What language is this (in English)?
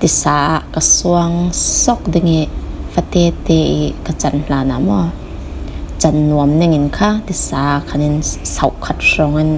Falam Chin